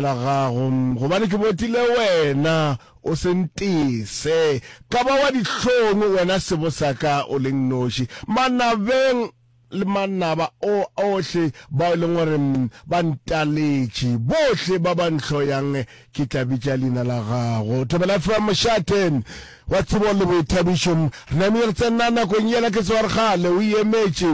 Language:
Northern Sotho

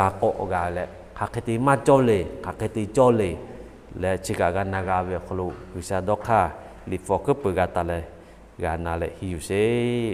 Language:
Lahu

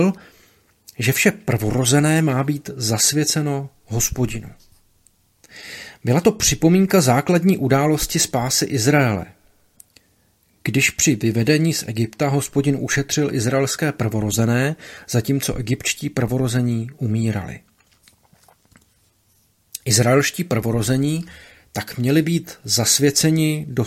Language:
Czech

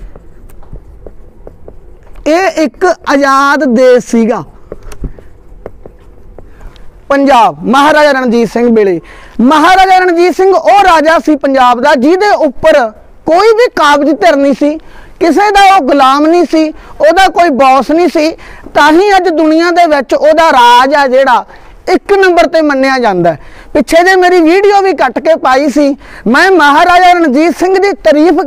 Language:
Punjabi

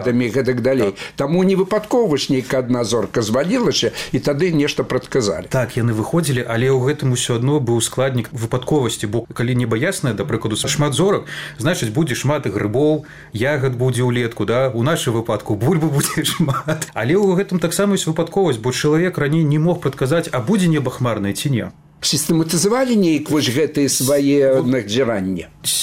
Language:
Belarusian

